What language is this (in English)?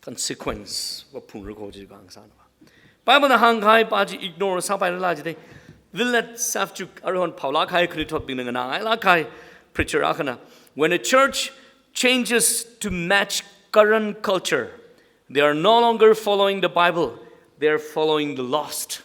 Tangkhul Naga (India)